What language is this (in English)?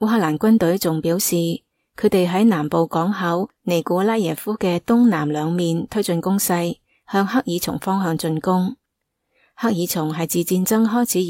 Cantonese